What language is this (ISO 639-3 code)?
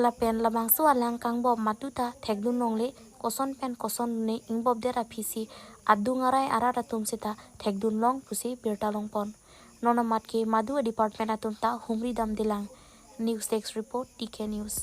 mjw